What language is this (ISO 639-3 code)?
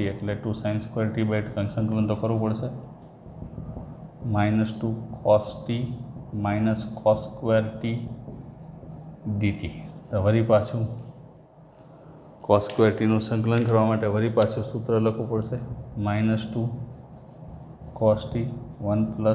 guj